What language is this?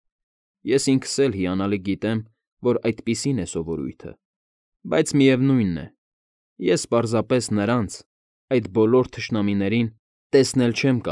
Armenian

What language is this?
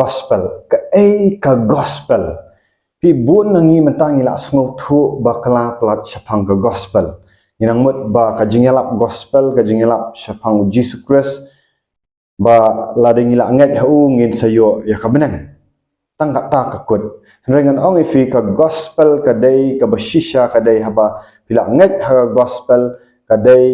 Khasi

